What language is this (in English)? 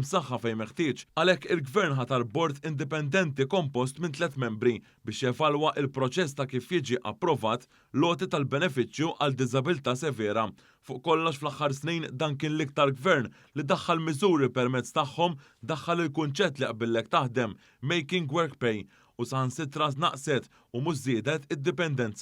Maltese